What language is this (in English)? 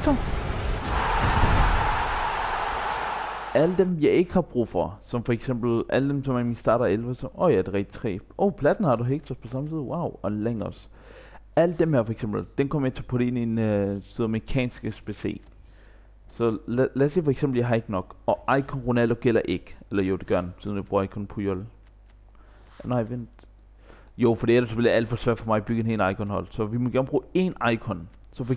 Danish